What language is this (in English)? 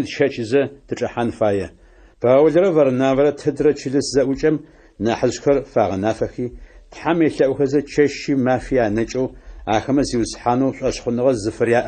Adyghe